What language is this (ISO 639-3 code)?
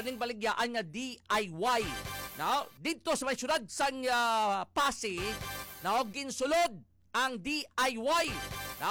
hil